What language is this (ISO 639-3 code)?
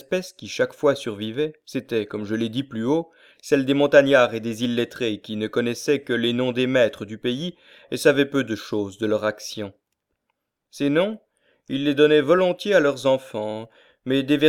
fra